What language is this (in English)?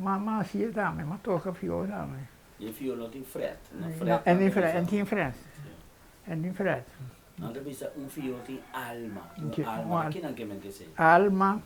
Papiamento